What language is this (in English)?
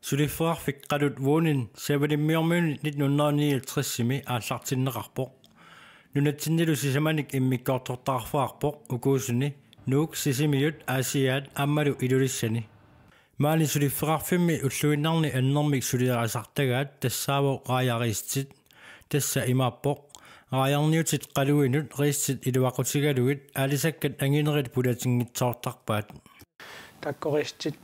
Kalaallisut